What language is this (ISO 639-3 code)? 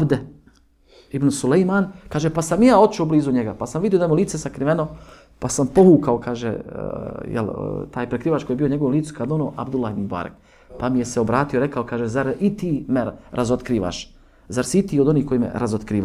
bos